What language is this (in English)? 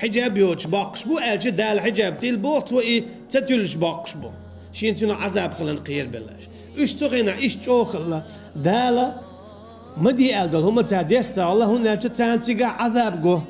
Chechen